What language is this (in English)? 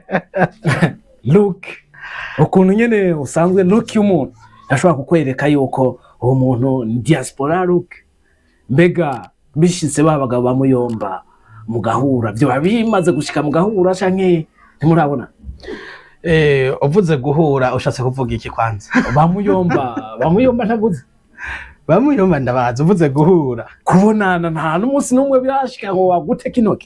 Rundi